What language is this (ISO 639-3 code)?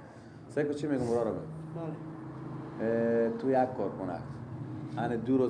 fas